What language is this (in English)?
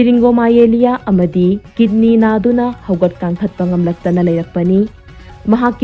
Manipuri